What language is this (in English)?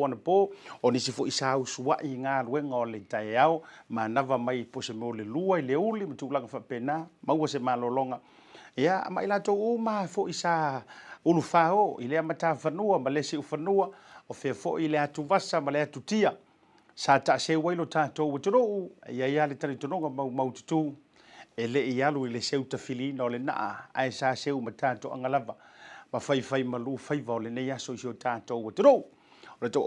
Samoan